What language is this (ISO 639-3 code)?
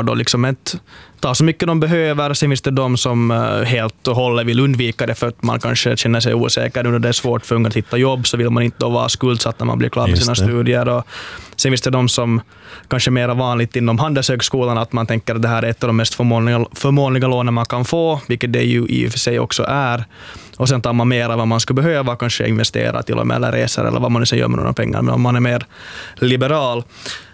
swe